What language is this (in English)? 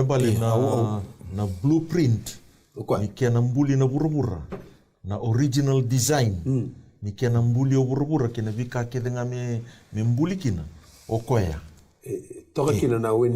Fijian